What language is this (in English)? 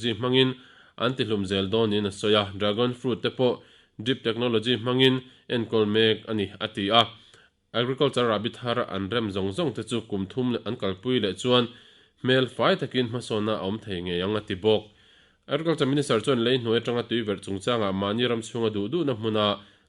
Mizo